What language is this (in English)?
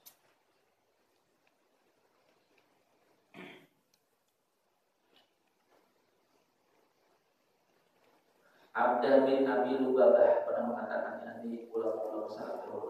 Indonesian